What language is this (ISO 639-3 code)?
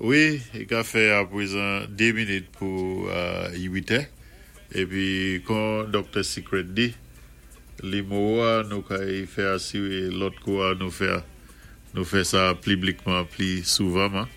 acf